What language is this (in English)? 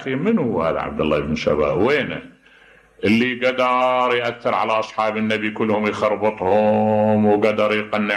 Mesopotamian Arabic